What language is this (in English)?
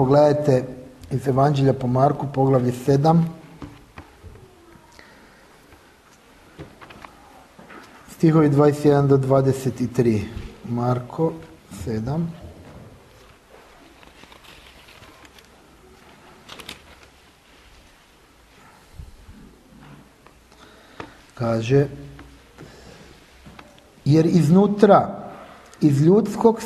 Croatian